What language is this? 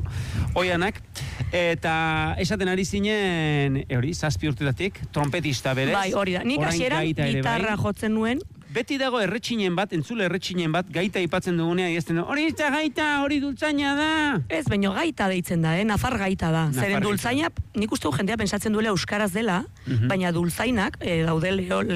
Basque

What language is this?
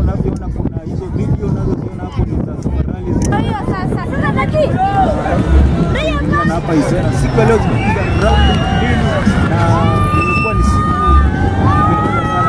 Swahili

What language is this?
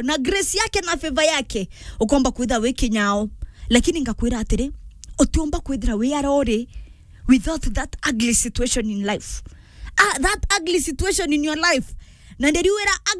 Meru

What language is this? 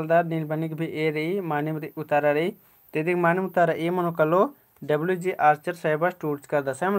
Kurukh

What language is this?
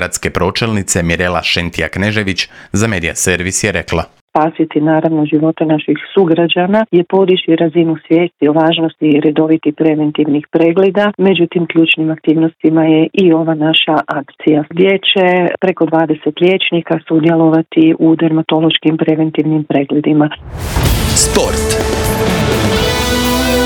Croatian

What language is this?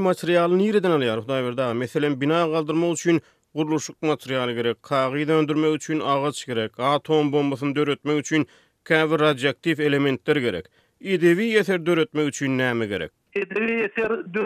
Turkmen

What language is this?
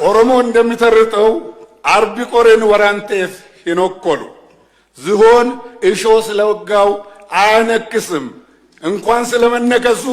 Amharic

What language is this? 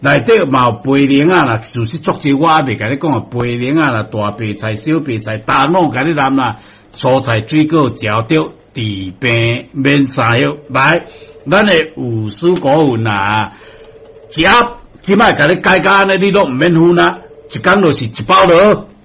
Min Nan Chinese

